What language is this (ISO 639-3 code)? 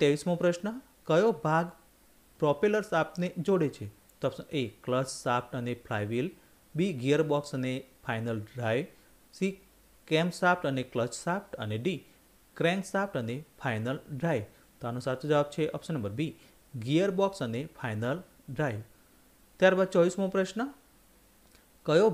guj